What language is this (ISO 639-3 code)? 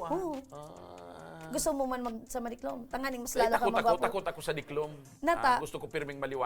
bik